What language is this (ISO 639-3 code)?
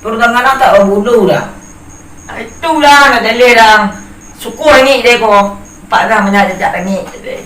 min